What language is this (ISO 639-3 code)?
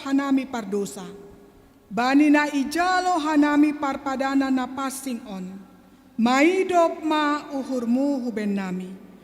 bts